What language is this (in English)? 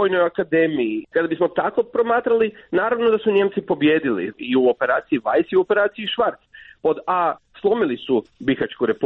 Croatian